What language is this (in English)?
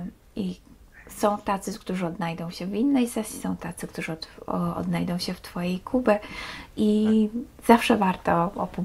Polish